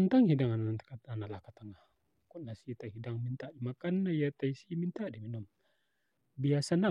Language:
Minangkabau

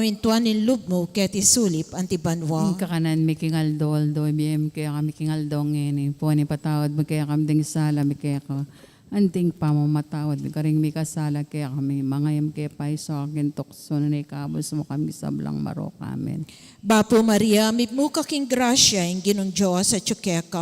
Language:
Pampanga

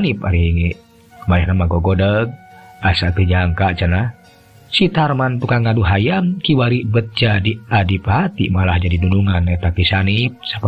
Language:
Sundanese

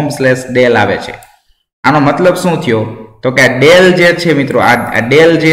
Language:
Gujarati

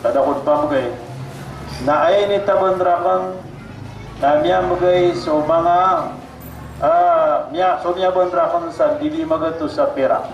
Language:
Maranao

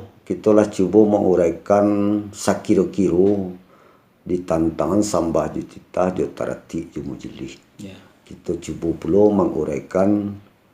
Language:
Minangkabau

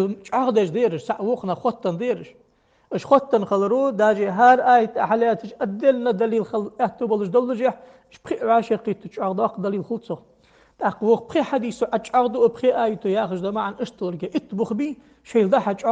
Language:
Ingush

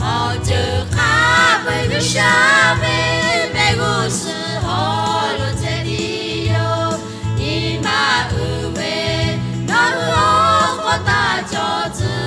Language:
Lahu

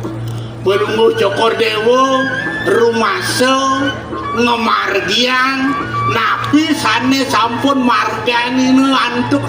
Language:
Balinese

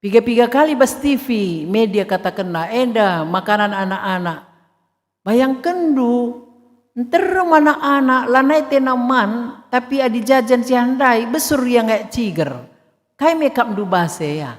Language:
Batak Karo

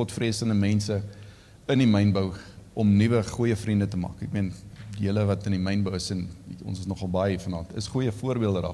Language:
Afrikaans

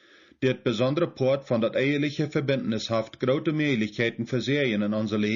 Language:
Plautdietsch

